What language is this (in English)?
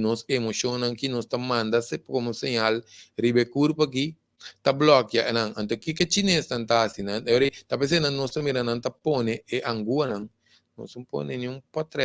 Papiamento